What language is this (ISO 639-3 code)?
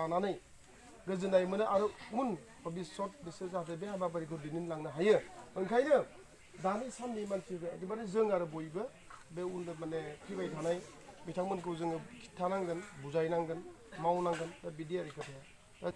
brx